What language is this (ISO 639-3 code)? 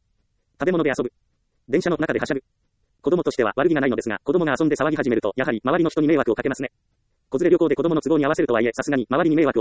jpn